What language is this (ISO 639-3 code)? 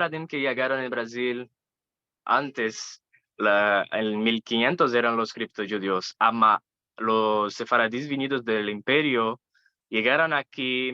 lad